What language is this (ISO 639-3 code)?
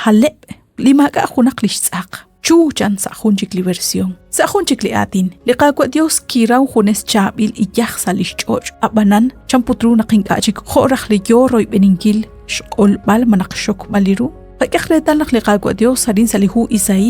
kek